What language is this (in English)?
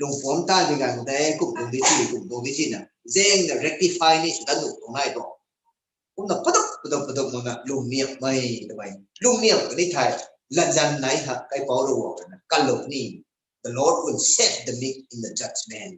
Rongmei Naga